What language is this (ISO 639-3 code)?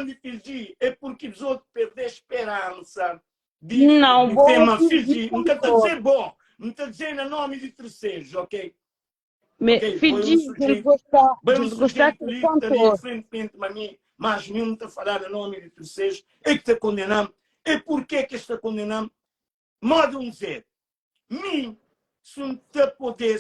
kea